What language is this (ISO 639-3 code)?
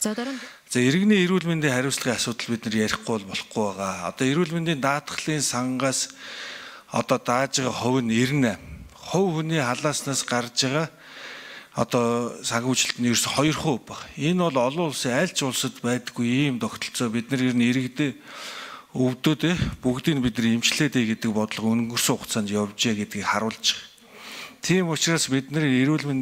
mon